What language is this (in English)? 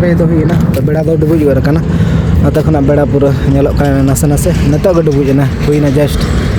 Santali